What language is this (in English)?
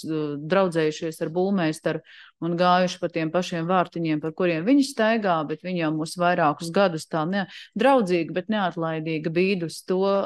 Latvian